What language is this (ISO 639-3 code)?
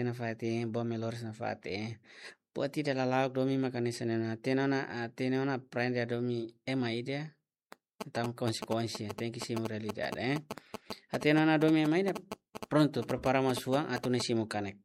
tet